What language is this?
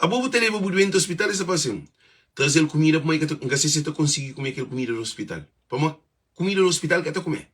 Kabuverdianu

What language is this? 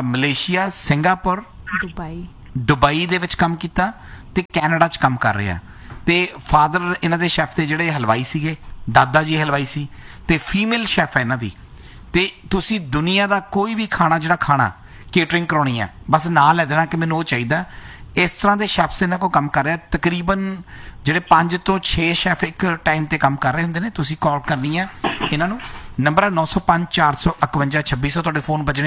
Punjabi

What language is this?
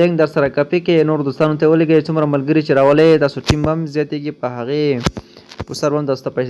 Pashto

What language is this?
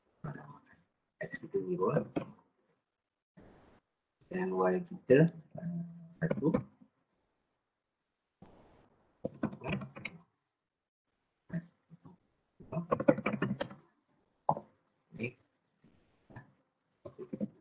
Malay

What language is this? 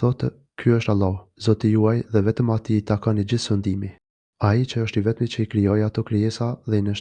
Albanian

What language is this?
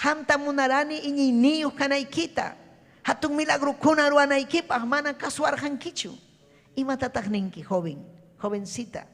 Ayacucho Quechua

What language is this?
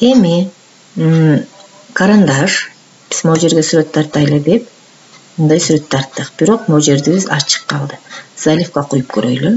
Kyrgyz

